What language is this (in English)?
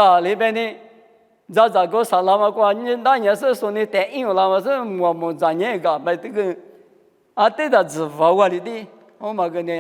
Lisu